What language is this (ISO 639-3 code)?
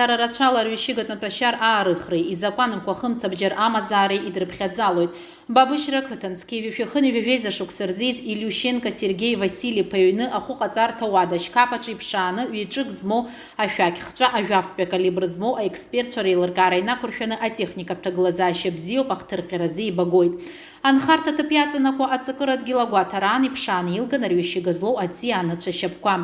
abk